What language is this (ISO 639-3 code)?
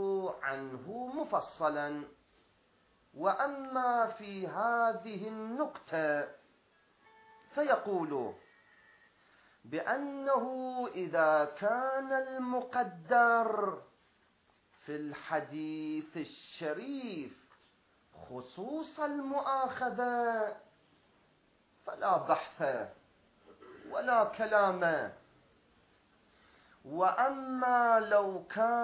ara